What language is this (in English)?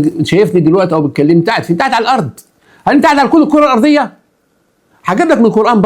Egyptian Arabic